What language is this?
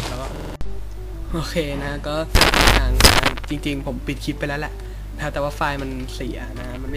Thai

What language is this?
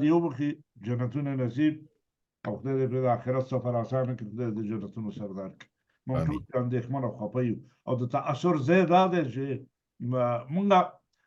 Pashto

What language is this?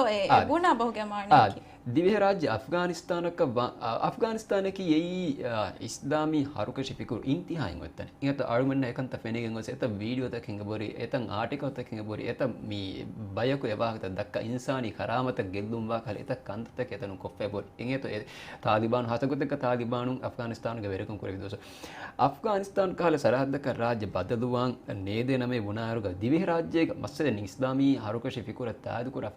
Divehi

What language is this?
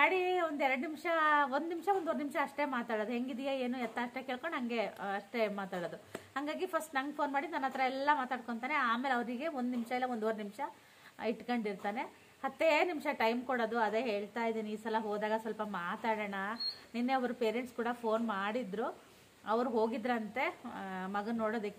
Kannada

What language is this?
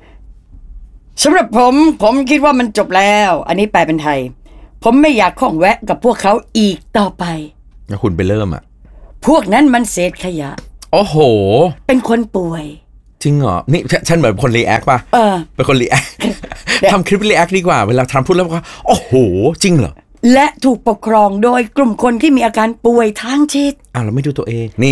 Thai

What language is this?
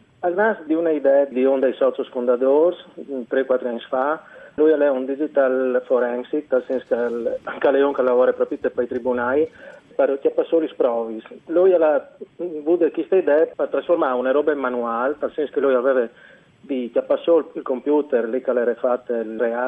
Friulian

